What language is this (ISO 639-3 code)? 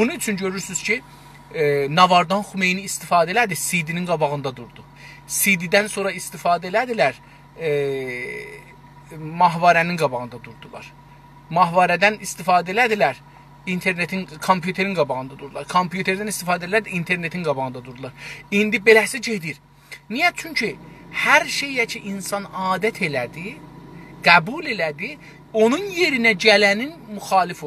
azb